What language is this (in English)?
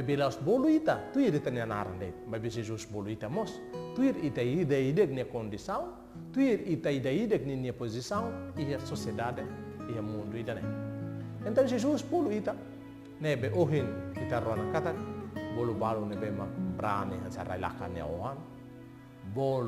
Tetum